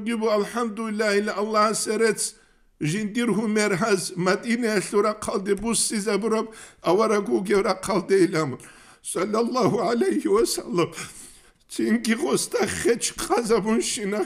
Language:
Avaric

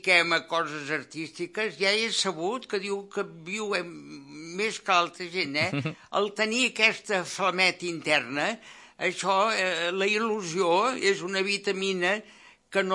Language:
Catalan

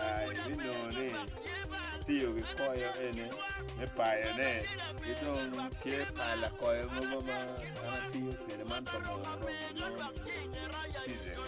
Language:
Acoli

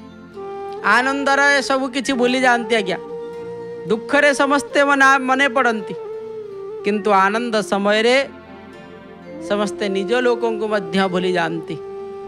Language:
Odia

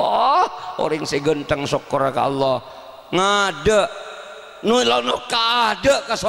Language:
Madurese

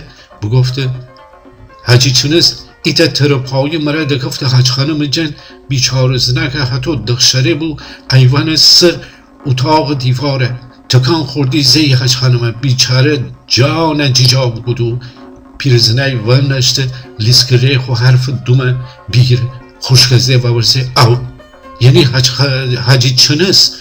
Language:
Gilaki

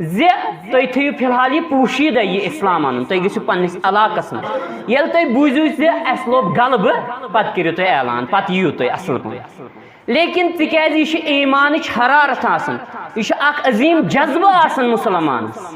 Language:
Kashmiri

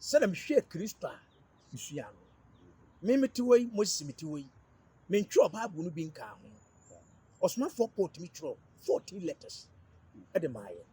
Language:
Akan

